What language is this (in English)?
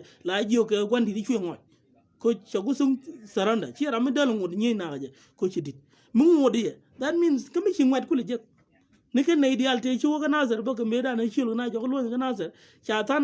Nuer